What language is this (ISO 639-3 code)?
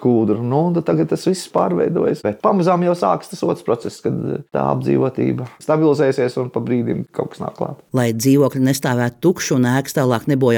lav